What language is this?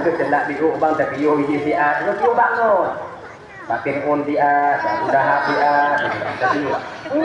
Achinese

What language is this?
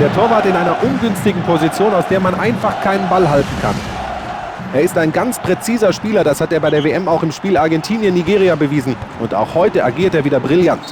Bavarian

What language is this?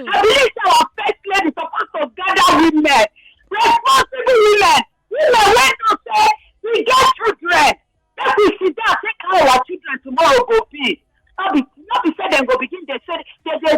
Nigerian Pidgin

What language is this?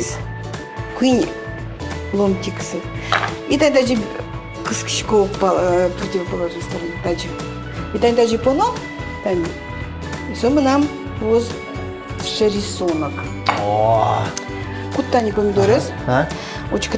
Udmurt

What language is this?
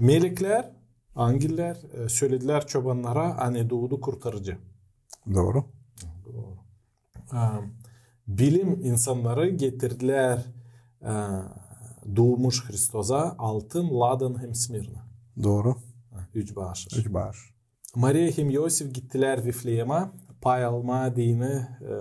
Gagauz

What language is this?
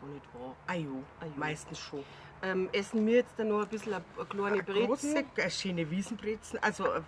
Bavarian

